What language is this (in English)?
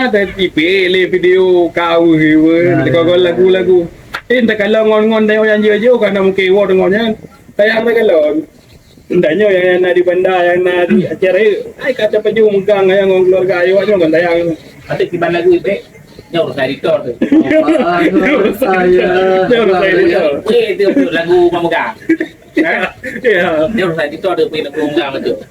Achinese